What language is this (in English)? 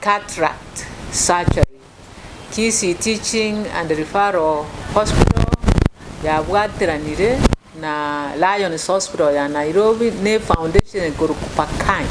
Gusii